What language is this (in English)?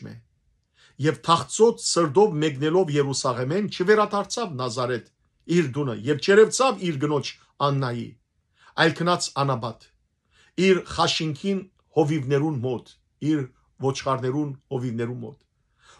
Western Armenian